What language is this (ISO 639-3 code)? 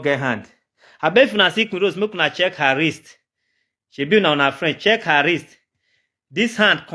pcm